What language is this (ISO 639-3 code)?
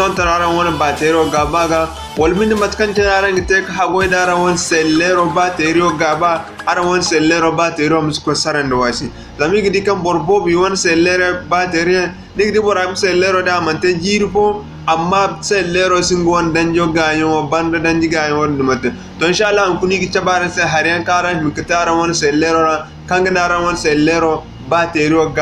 dje